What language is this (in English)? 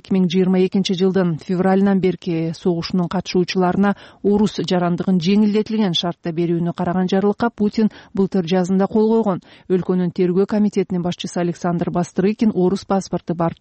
Kyrgyz